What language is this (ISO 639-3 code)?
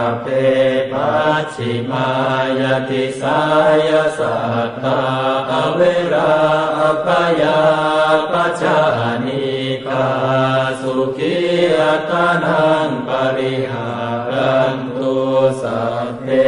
pli